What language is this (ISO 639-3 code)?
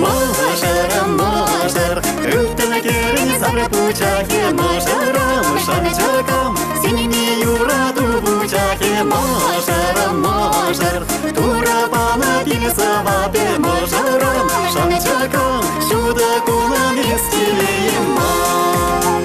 chv